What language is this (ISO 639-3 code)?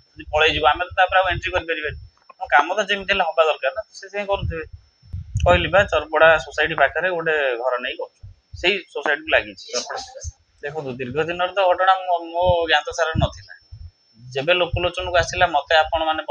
ori